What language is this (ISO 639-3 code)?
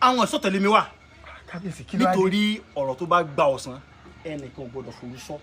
yor